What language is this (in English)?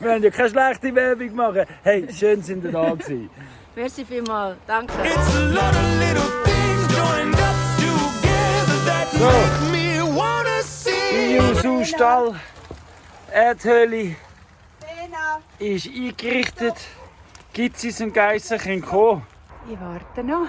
Swiss German